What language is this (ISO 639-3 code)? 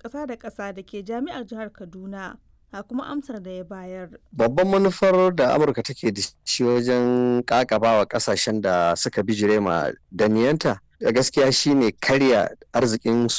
hau